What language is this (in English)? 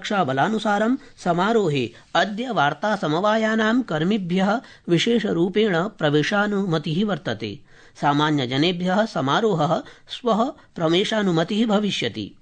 Sanskrit